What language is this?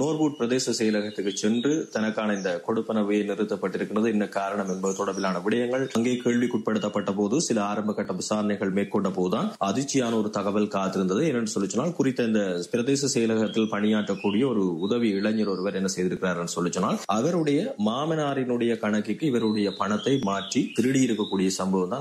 Tamil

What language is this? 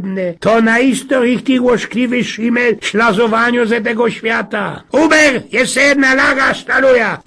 Silesian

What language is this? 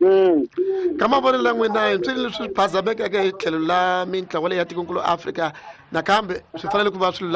Tsonga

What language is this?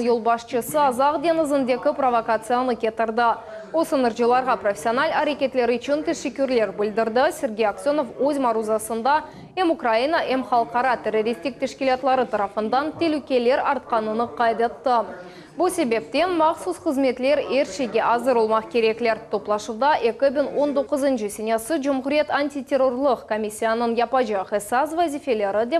Crimean Tatar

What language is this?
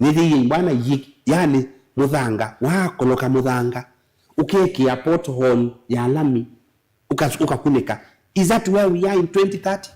Kamba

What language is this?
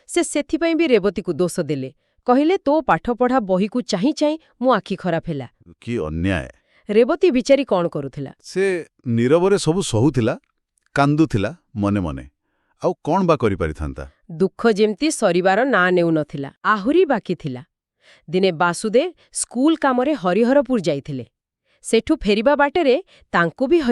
Odia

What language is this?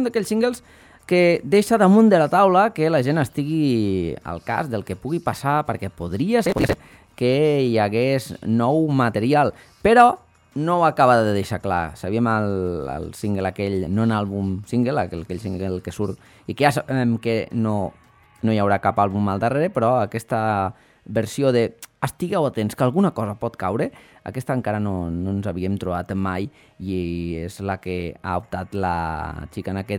Catalan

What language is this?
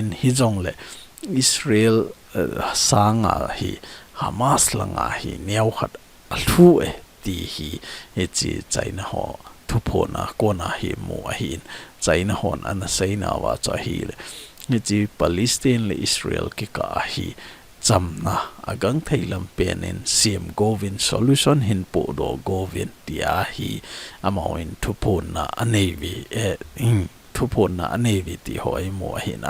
Thado Chin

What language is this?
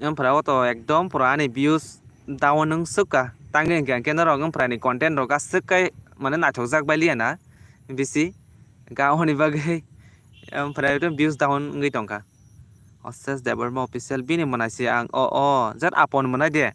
Kok Borok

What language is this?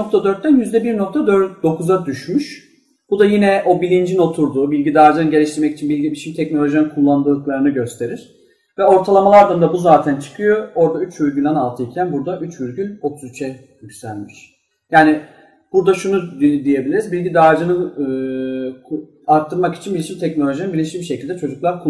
Turkish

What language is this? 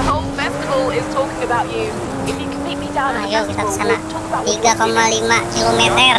Banjar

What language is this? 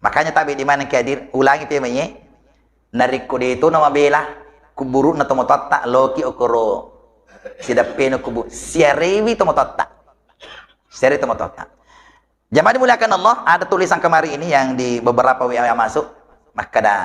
Buginese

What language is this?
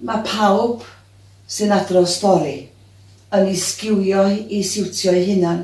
Welsh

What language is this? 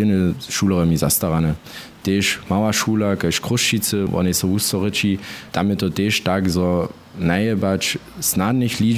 Upper Sorbian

